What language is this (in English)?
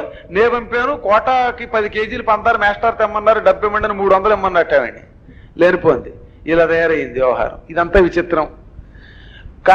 Telugu